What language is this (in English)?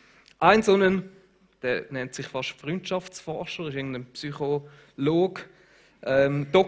Swiss German